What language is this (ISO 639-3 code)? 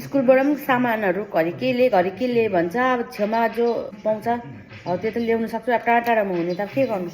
nep